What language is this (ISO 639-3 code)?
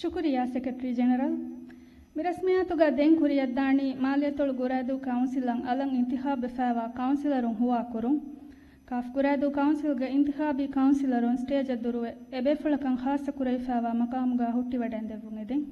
div